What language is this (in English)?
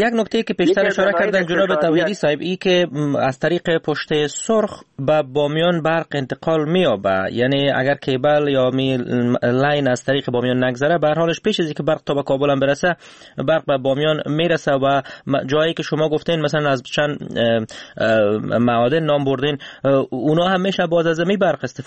Persian